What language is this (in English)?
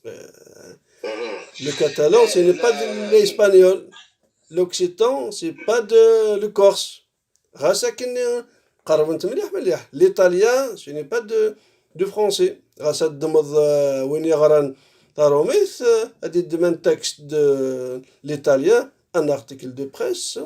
Kabyle